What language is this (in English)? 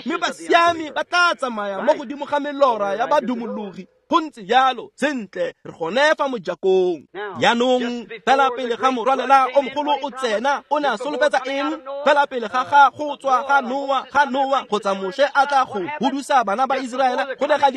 Tswana